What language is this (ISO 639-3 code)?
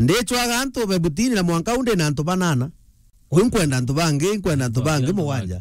mer